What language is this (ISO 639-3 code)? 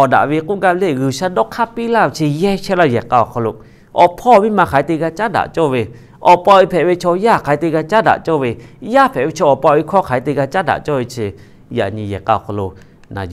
lhu